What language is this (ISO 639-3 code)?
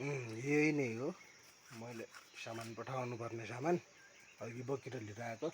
nep